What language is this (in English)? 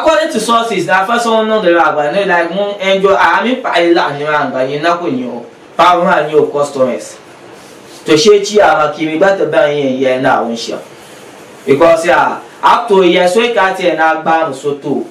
Dagbani